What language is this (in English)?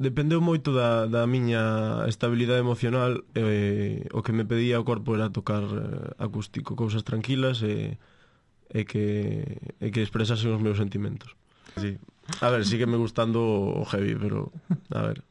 Galician